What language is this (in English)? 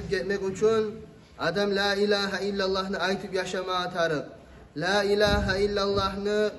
Kumyk